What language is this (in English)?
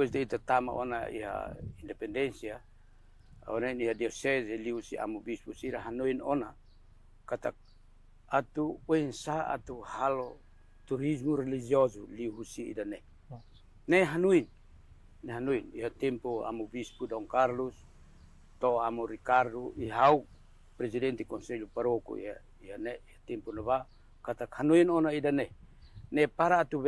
Tetum